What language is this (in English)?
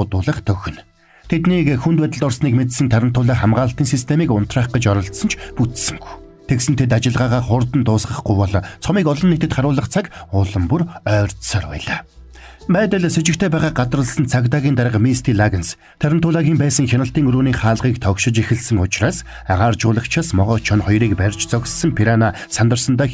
Mongolian